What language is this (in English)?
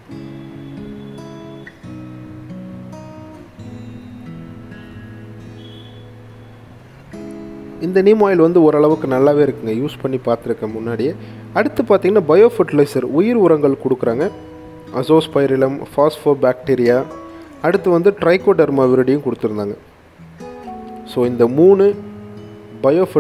Tamil